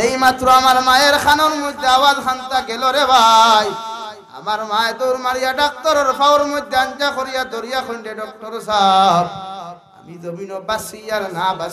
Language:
Sylheti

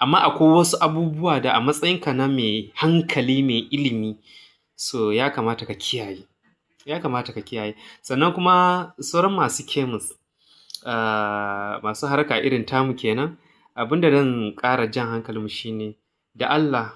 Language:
Hausa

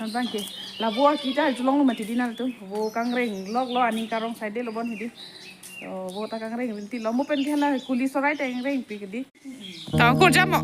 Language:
Karbi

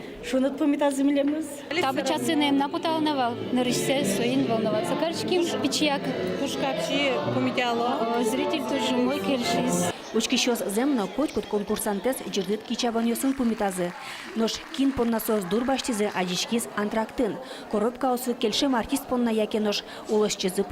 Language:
Udmurt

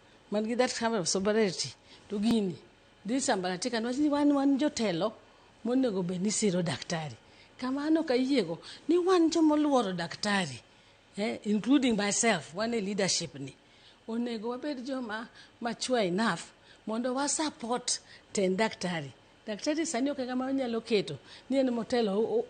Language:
Luo (Kenya and Tanzania)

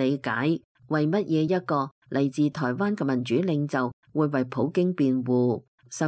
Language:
Cantonese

